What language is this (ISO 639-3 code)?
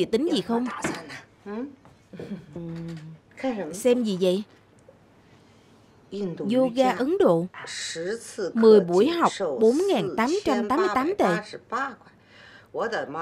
vie